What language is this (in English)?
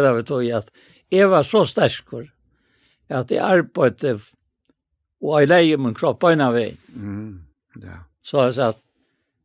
Faroese